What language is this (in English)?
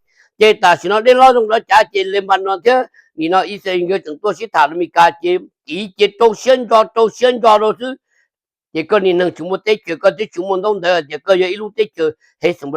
Hmong